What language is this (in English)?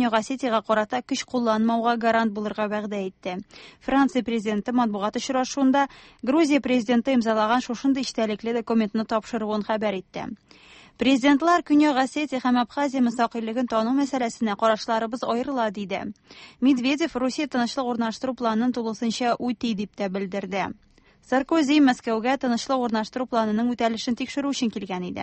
Tatar